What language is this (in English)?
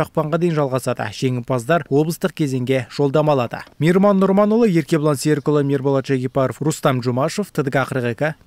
Kazakh